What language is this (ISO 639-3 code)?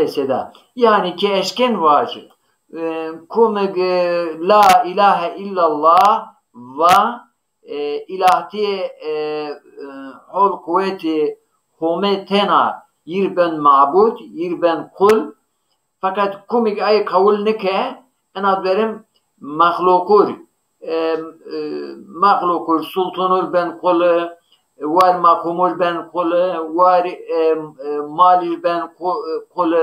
zza